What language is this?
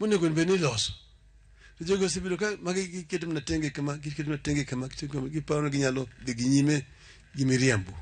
Luo (Kenya and Tanzania)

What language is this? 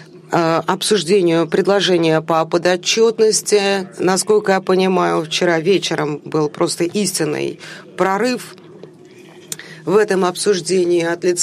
Russian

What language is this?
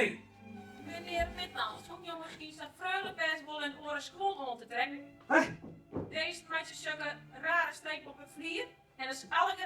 Western Frisian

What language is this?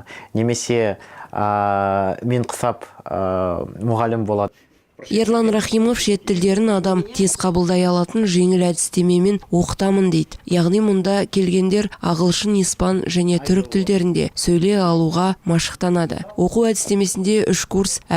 Kazakh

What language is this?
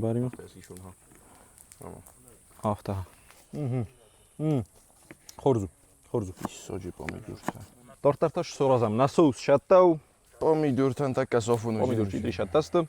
Ossetic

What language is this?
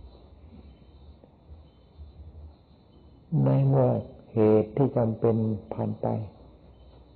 Thai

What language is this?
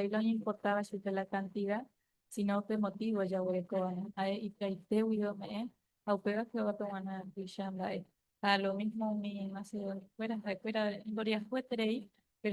Guarani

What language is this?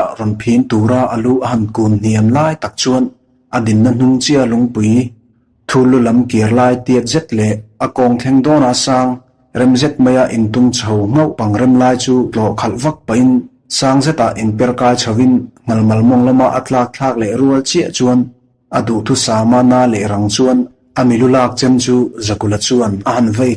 Mizo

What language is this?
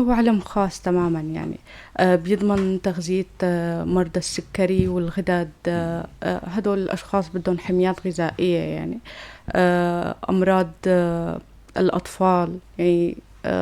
North Levantine Arabic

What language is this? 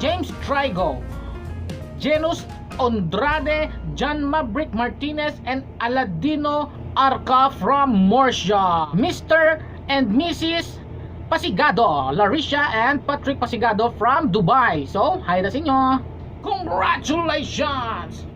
Hiligaynon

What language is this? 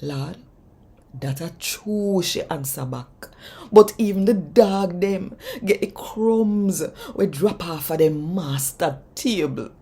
Jamaican Creole English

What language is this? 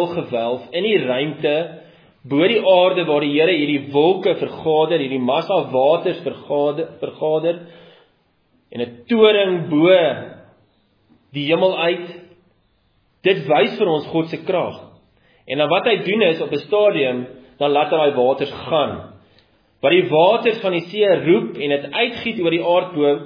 Afrikaans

